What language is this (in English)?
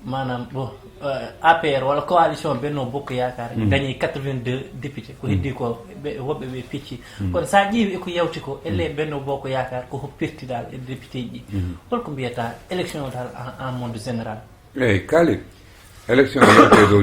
Fula